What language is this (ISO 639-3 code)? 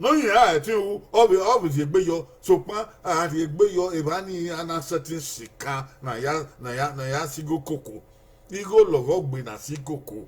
bin